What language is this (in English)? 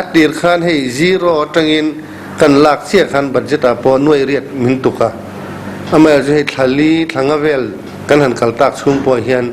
Mizo